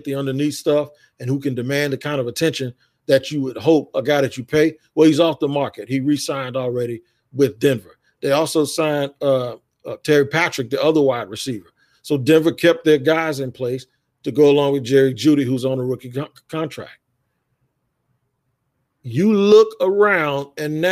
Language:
English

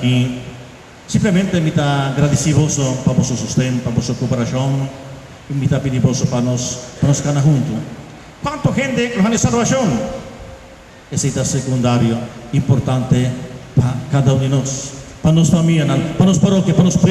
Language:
Papiamento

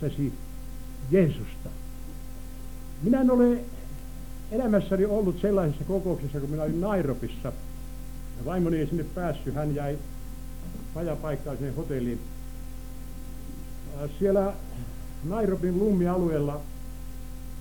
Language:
Finnish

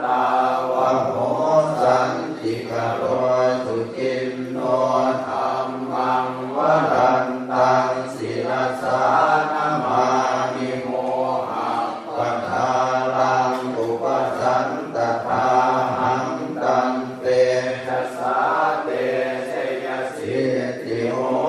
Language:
Pali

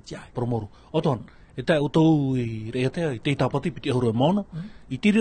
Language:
Tahitian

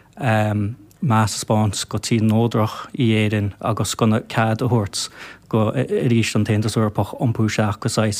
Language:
Irish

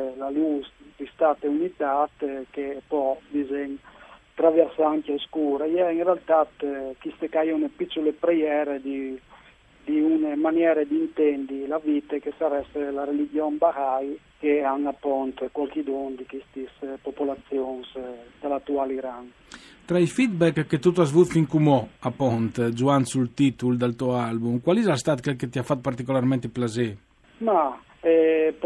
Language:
Friulian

